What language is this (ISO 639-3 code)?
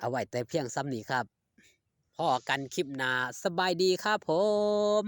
tts